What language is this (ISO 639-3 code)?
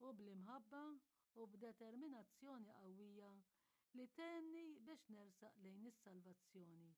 mlt